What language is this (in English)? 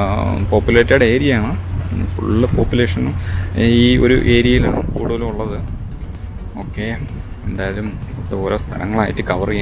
Malayalam